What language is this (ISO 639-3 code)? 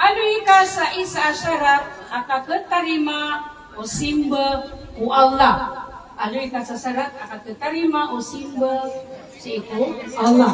mrw